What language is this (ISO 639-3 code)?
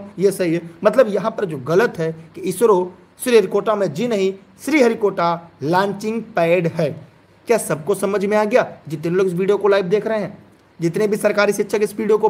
hin